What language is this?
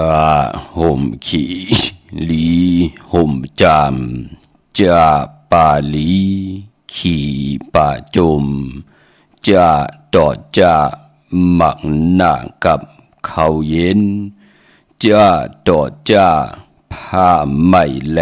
Shan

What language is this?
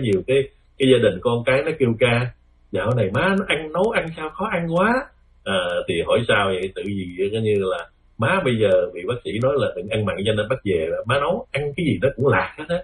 Vietnamese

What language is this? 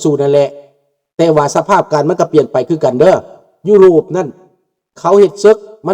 Lao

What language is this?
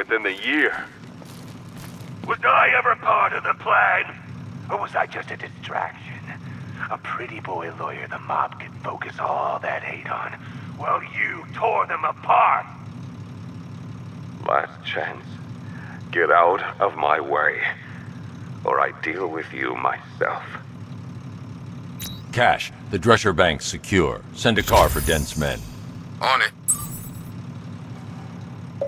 English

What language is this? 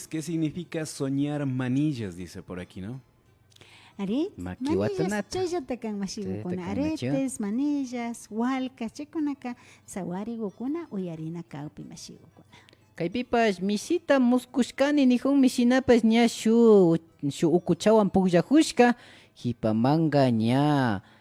Imbabura Highland Quichua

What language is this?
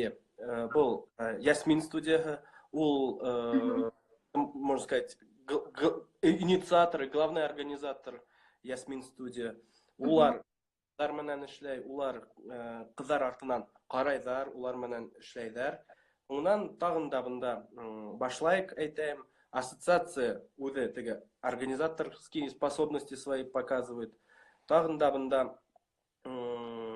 Bashkir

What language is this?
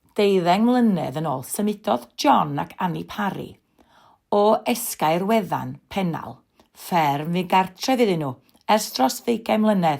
Welsh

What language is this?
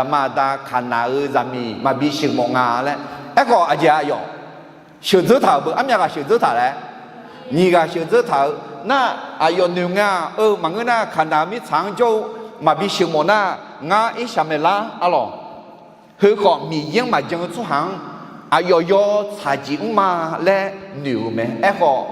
Akha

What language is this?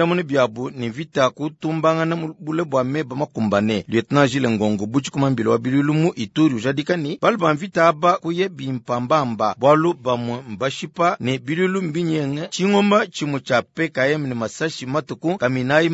Luba-Lulua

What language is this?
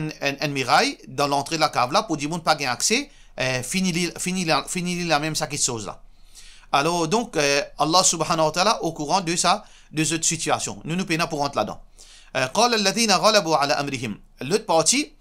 Morisyen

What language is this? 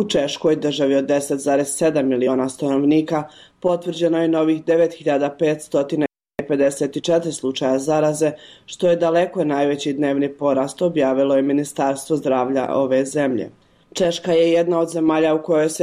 Croatian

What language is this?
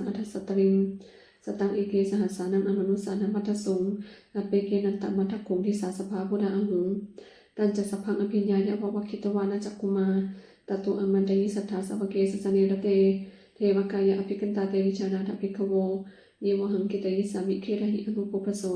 Pali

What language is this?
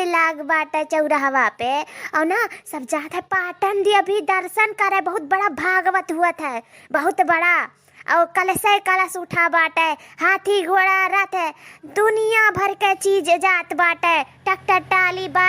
Awadhi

